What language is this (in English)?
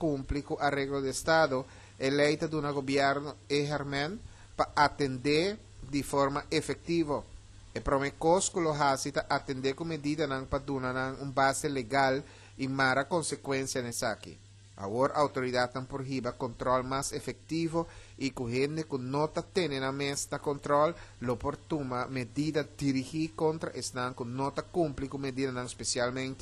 Papiamento